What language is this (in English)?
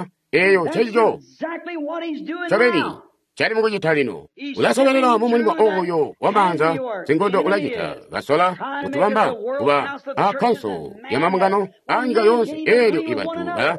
Tonga (Zambia)